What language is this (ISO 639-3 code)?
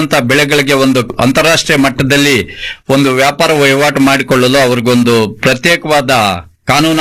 kan